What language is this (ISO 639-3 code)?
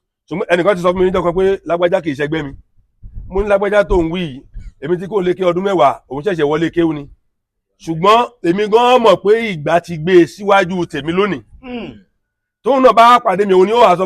yor